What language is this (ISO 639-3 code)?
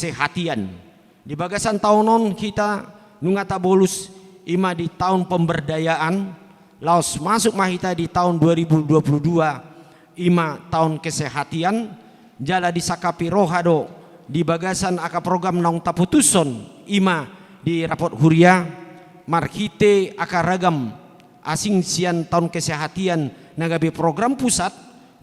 bbc